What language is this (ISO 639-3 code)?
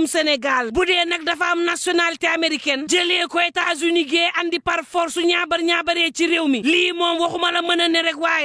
wol